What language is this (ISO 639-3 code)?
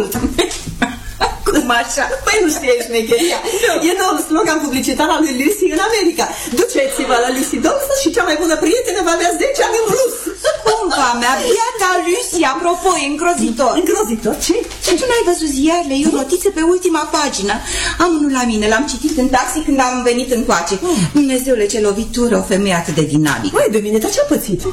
ron